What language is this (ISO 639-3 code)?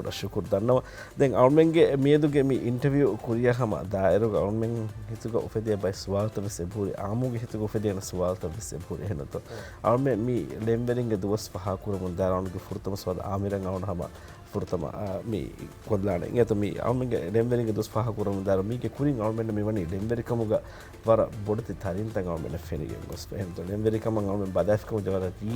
div